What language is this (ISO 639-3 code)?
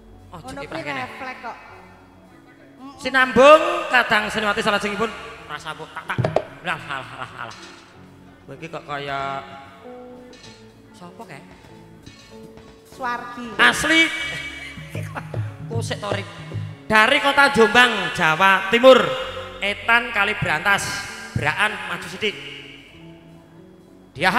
jav